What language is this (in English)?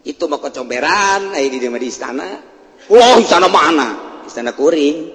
Sundanese